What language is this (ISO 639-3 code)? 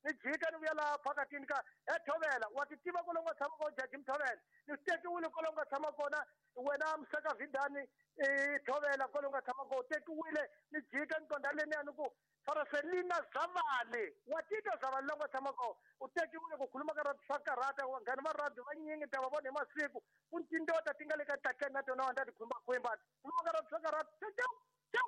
tso